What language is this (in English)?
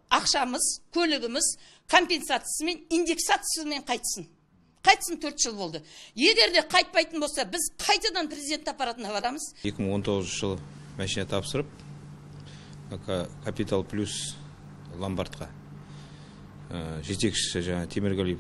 Kazakh